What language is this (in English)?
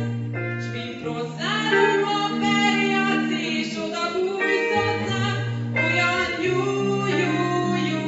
Hungarian